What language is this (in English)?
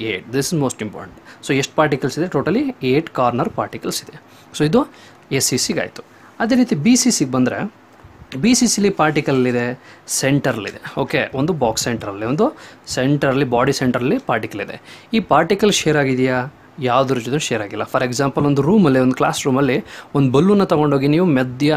Kannada